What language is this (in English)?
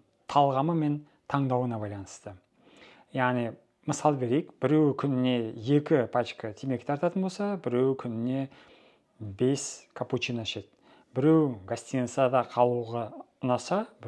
Kazakh